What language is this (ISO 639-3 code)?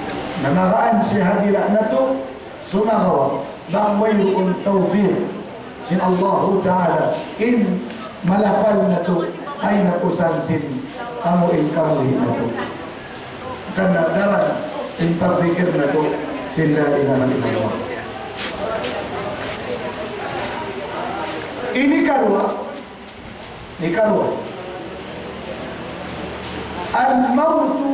tsg